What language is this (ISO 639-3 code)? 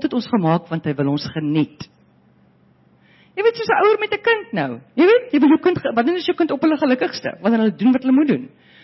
afr